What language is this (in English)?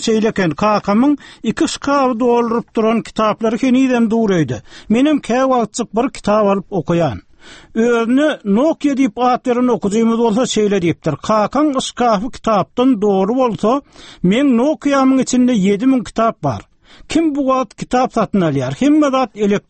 Turkmen